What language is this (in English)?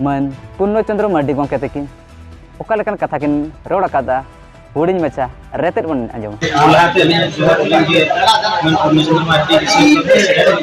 Santali